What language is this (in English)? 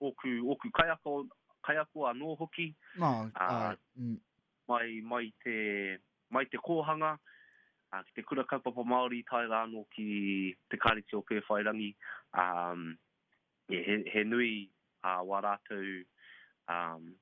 Māori